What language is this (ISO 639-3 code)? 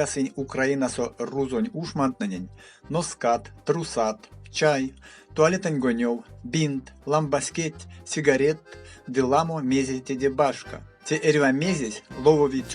myv